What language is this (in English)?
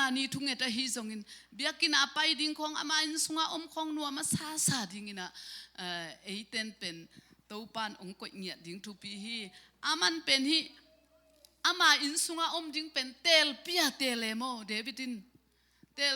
Tedim Chin